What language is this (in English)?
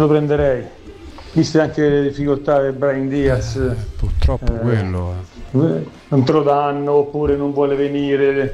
Italian